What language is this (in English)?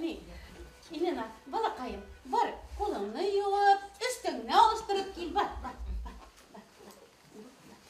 Bashkir